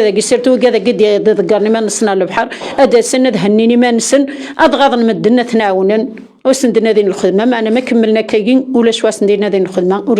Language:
Kabyle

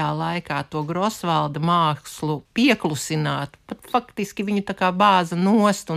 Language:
Latvian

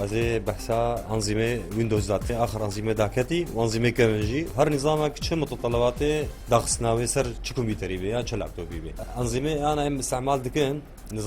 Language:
Kurdish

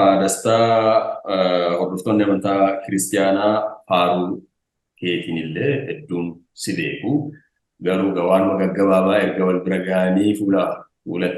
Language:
Oromo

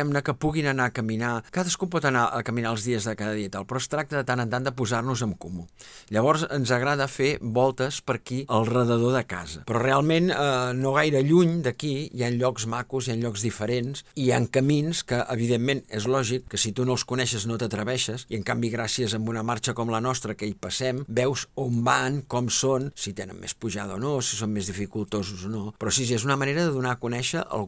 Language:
Catalan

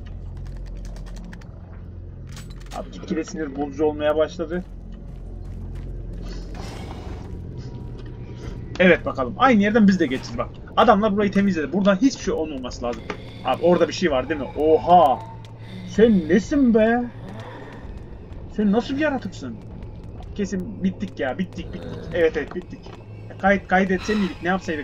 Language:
Turkish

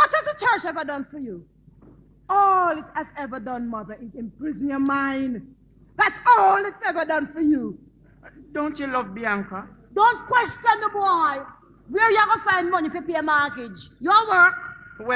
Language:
Jamaican Creole English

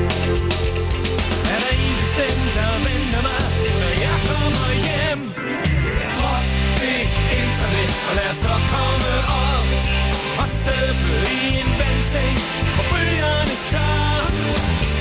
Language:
Danish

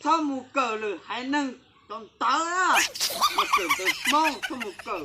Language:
Hmong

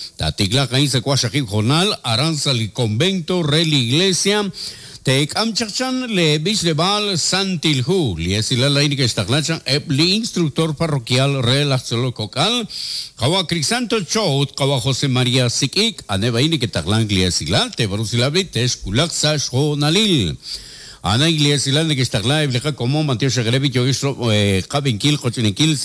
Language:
Kekchí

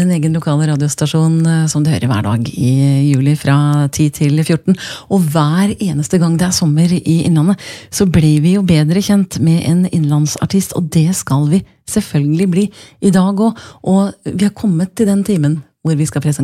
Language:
Norwegian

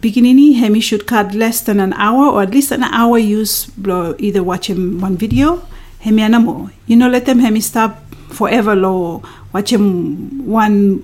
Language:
Bislama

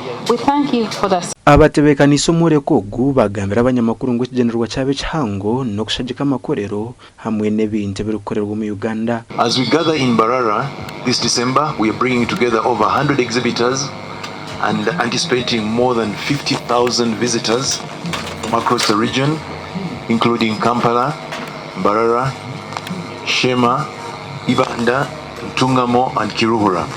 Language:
Nyankole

